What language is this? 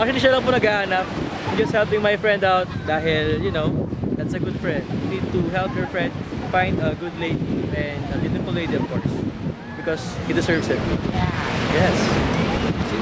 Filipino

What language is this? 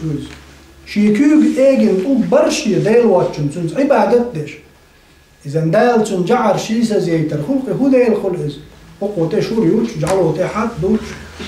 Chechen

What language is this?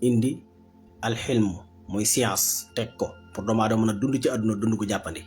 Wolof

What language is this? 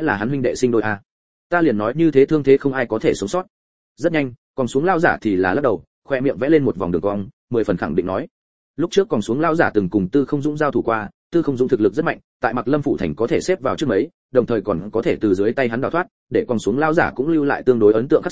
Vietnamese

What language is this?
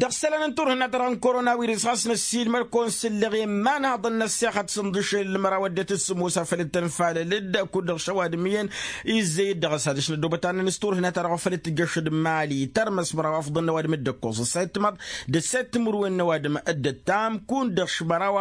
Tamasheq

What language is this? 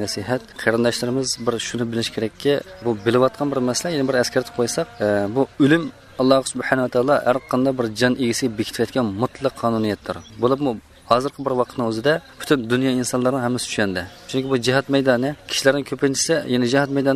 Uyghur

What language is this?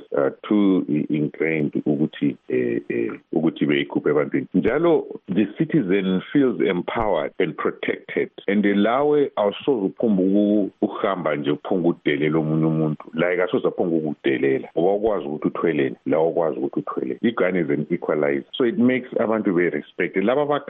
North Ndebele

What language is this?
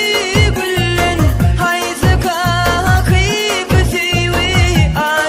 Turkmen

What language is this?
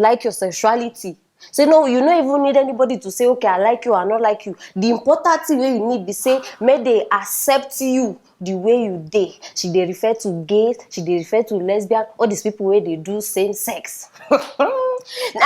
Nigerian Pidgin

